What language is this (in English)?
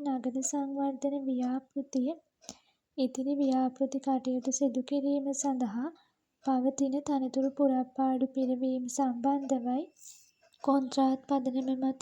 Sinhala